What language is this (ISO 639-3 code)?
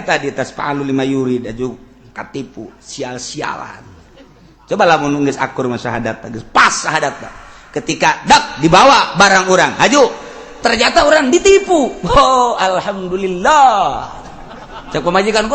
sun